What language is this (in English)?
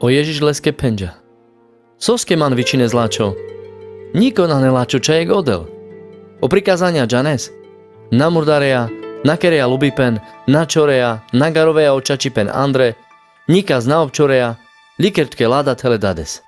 Carpathian Romani